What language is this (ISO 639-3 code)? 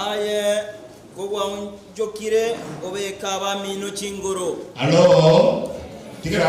guz